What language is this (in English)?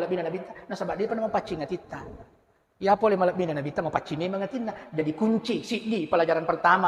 Buginese